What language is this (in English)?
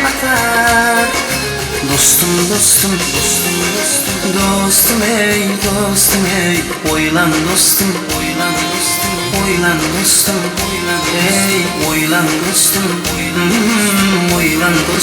Kara-Kalpak